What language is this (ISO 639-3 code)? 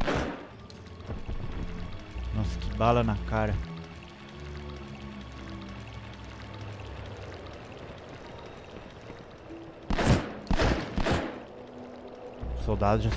por